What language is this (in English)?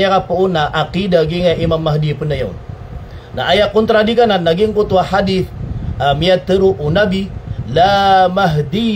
Maranao